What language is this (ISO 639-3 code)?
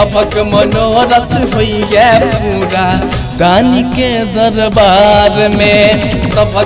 mai